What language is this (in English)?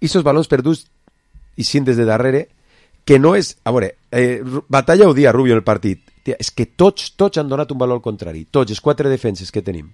Catalan